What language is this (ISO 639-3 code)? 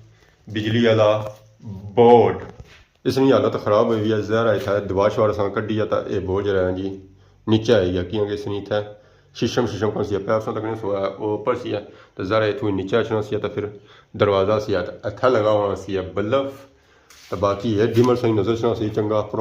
phr